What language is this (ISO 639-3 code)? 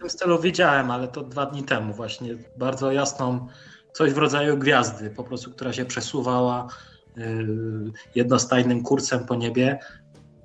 pol